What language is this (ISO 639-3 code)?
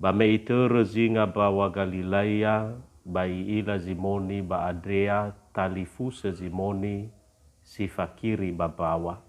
nia